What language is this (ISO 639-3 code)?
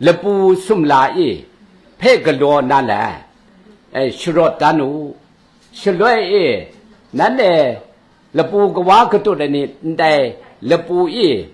kac